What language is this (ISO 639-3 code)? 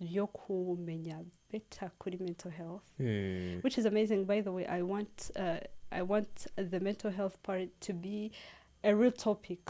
kin